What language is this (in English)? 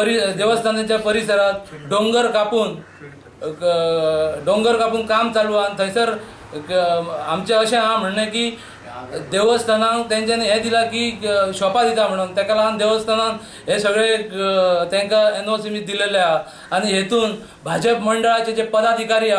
Konkani